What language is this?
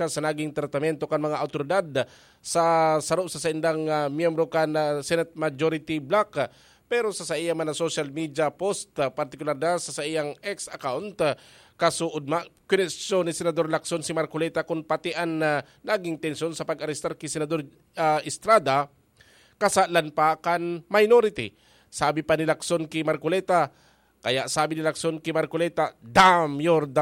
Bikol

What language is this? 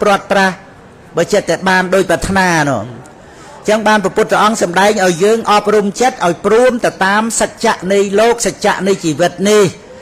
Khmer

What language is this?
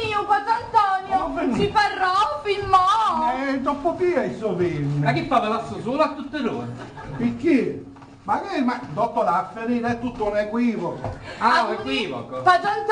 Sicilian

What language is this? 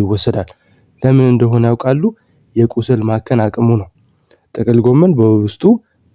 Amharic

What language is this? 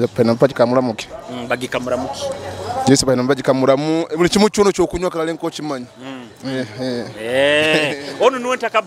Nyoro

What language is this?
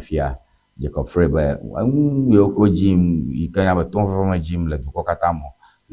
Ewe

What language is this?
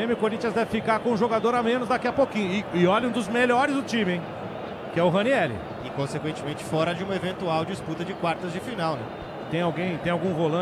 Portuguese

